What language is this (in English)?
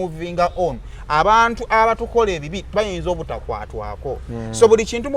Ganda